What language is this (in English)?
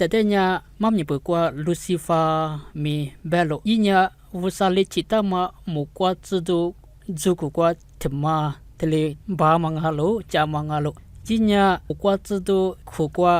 Lisu